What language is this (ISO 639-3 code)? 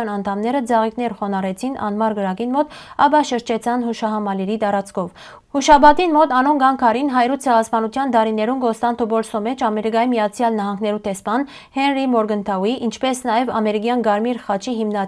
hyw